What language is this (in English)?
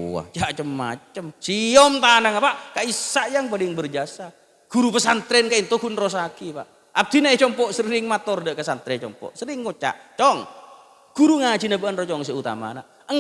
Madurese